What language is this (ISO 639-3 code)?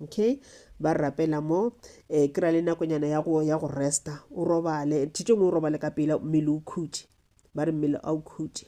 nso